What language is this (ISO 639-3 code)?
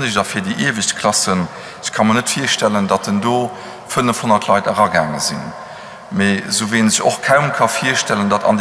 ltz